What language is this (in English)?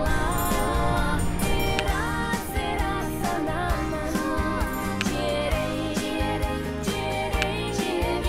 Yakut